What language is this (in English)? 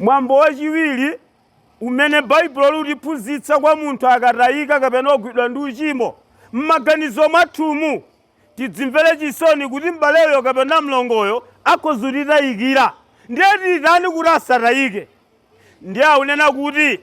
Nyanja